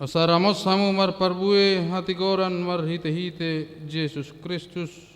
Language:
Batak Toba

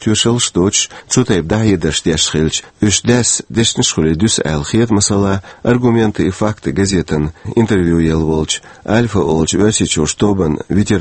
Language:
Chechen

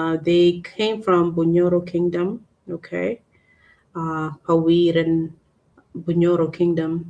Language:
Acoli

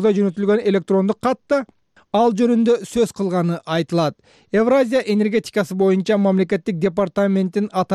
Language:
Kyrgyz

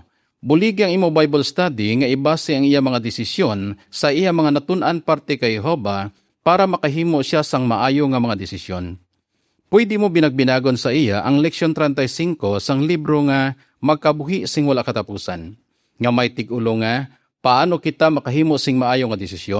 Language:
Hiligaynon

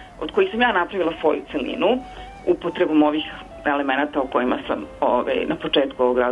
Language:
Serbian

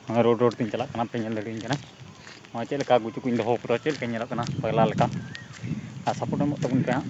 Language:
Santali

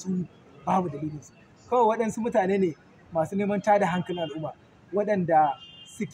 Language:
Hausa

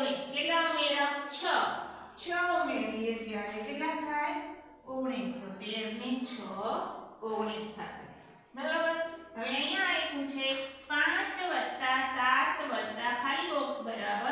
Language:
Gujarati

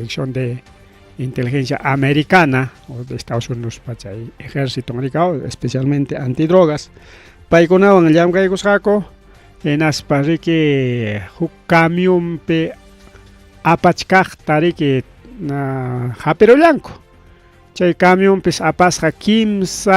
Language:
Ayacucho Quechua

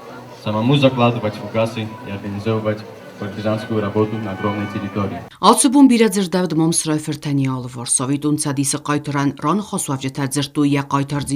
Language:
Ossetic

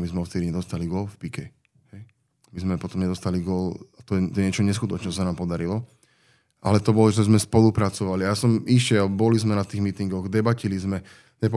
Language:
Slovak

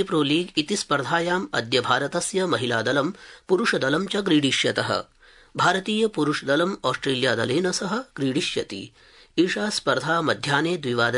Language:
Sanskrit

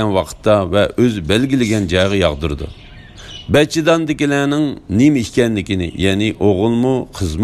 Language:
Uyghur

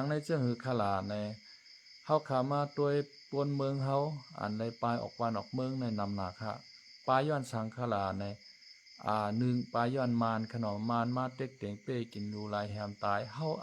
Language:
Shan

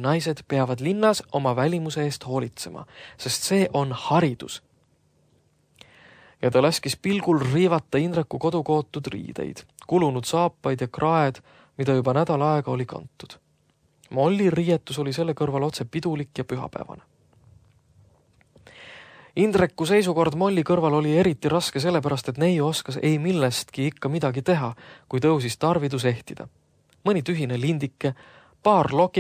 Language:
Estonian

